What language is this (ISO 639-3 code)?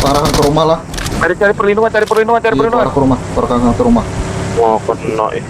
bjn